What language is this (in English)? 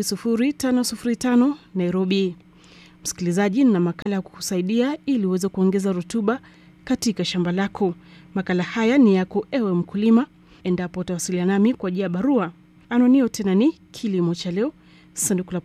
Swahili